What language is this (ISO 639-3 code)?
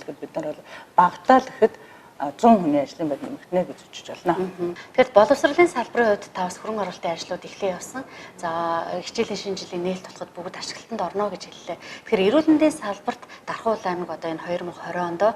mon